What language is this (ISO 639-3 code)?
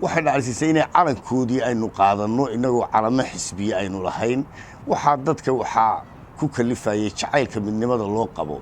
som